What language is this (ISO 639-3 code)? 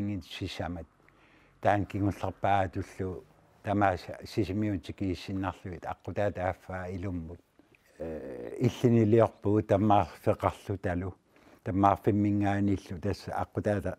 kal